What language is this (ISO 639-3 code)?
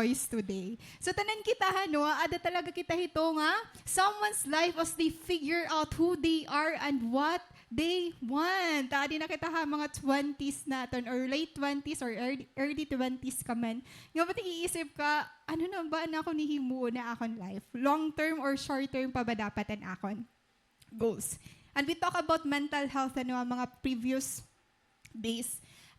war